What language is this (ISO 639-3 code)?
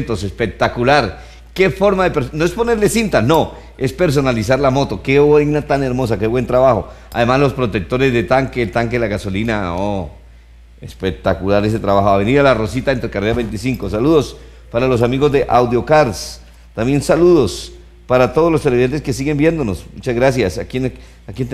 spa